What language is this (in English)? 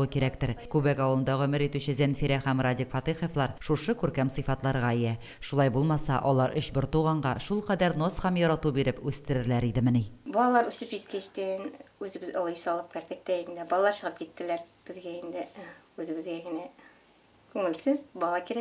Tatar